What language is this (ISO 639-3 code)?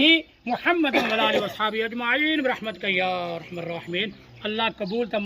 phr